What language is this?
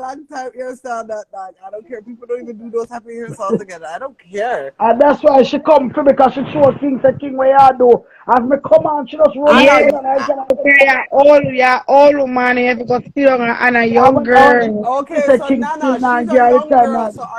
Jamaican Creole English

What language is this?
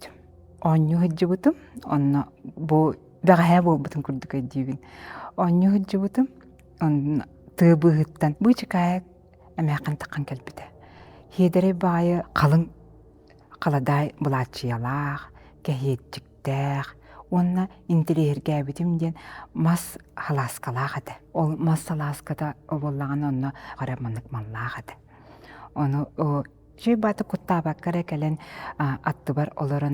Yakut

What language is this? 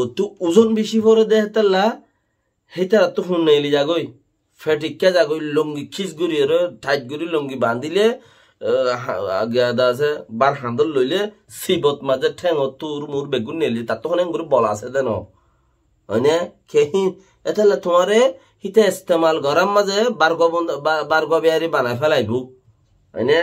Rohingya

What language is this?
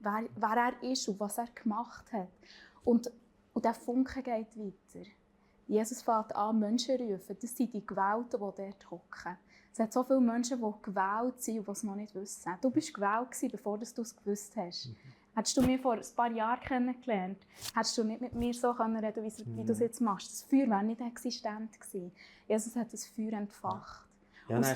Swiss German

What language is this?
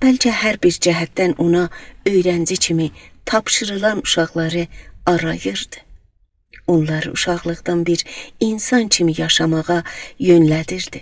South Azerbaijani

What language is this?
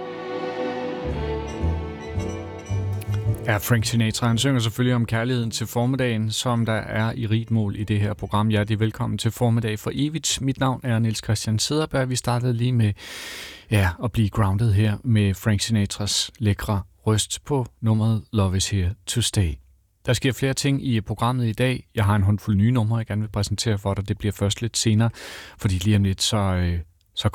Danish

